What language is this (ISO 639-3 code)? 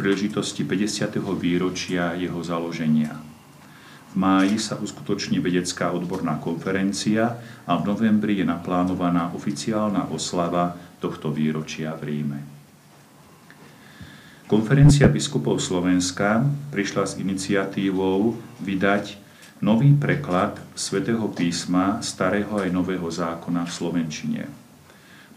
slk